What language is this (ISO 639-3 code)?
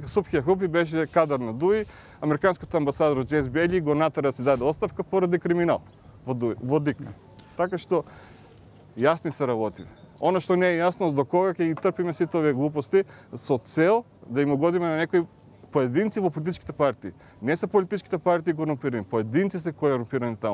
mkd